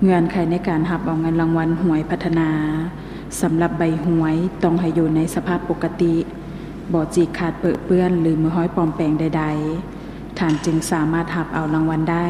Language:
Lao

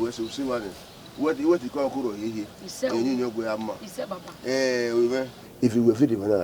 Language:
Bini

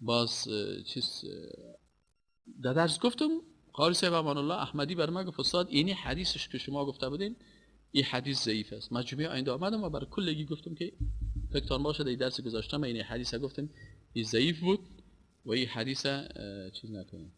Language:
Persian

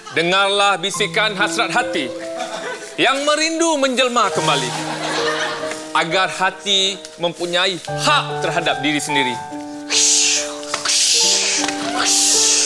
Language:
Malay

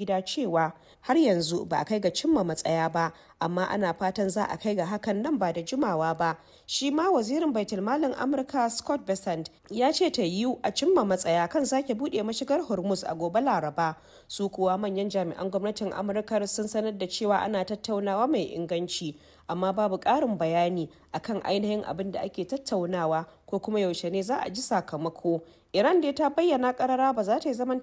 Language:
Hausa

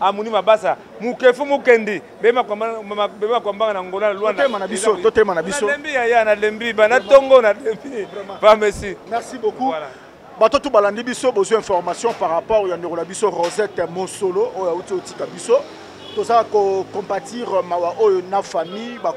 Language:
Lingala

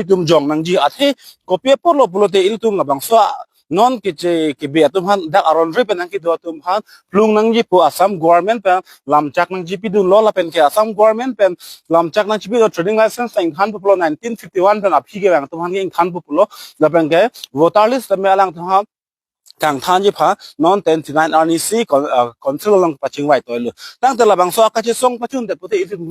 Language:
Karbi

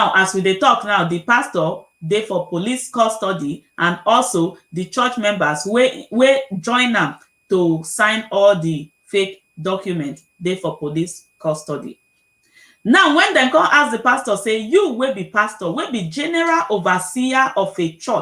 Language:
Nigerian Pidgin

